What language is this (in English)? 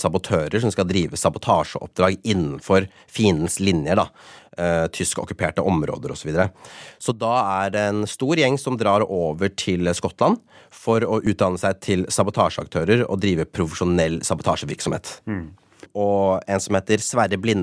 Norwegian